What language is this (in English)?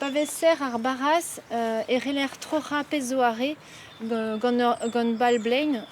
Breton